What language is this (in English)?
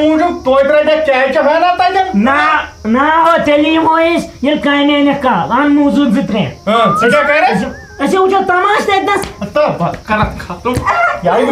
Kashmiri